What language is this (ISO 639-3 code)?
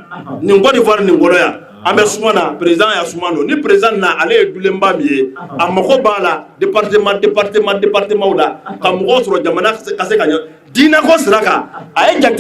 bam